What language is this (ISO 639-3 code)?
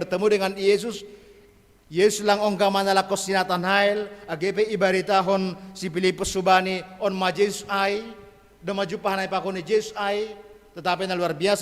bts